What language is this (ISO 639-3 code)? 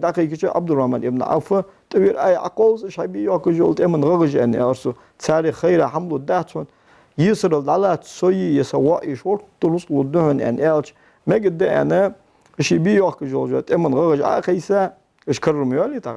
inh